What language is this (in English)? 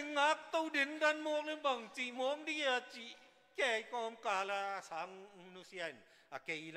Tedim Chin